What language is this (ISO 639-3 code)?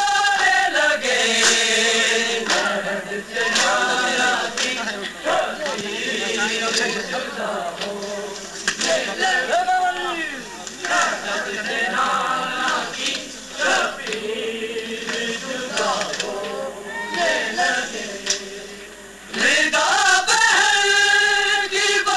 urd